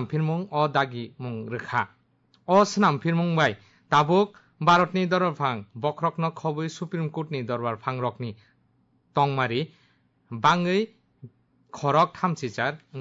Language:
Kok Borok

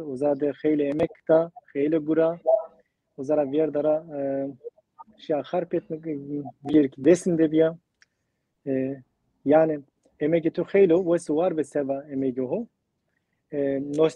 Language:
Zaza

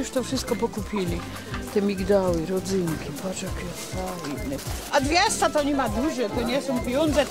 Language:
Silesian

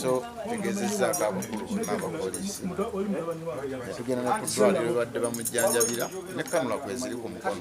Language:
Ganda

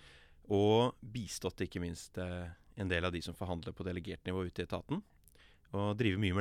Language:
Norwegian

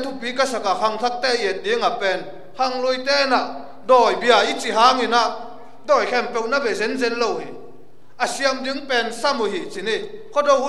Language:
Tedim Chin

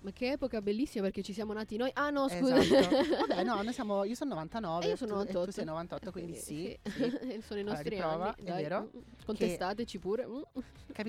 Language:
Italian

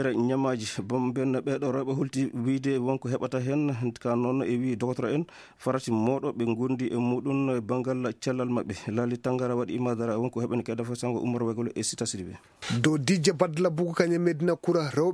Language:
Fula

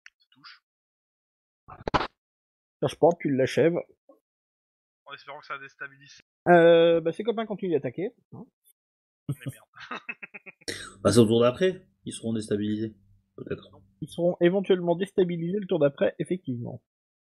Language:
French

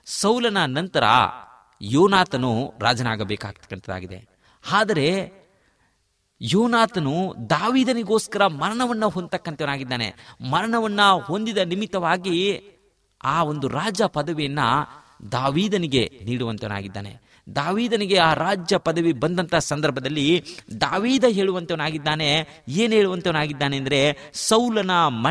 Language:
Kannada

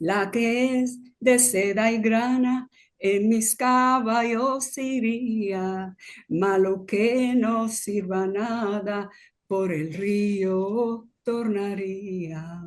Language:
Ladino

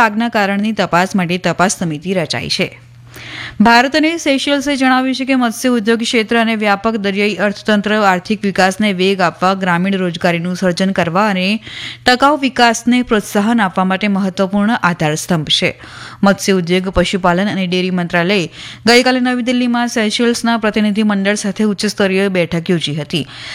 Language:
Gujarati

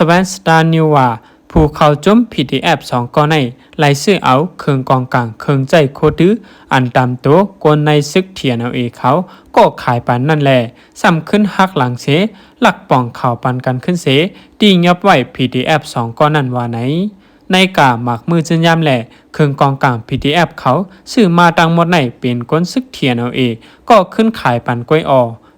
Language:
Shan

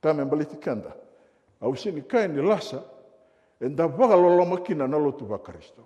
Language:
Fijian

